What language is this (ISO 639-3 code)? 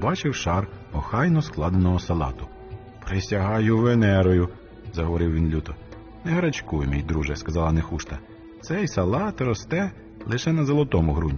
ukr